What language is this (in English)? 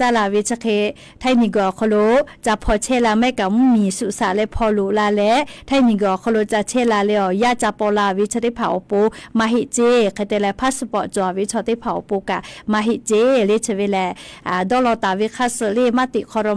Lahu